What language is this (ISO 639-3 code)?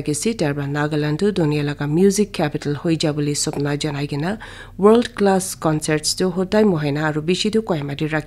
nag